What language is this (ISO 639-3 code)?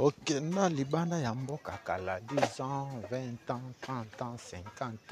lin